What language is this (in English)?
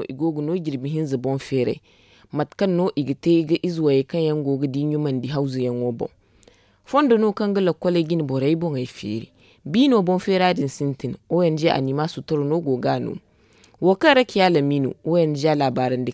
Zarma